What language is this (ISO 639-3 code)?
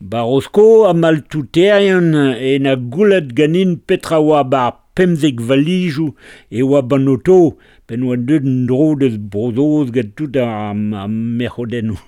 bre